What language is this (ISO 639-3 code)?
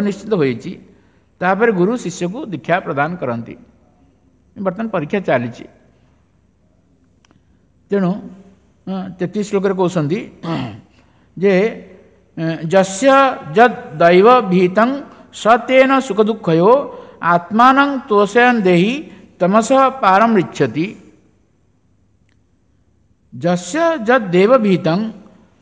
ori